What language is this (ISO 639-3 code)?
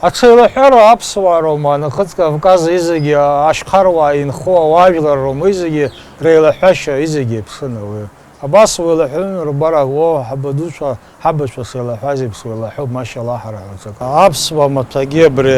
abk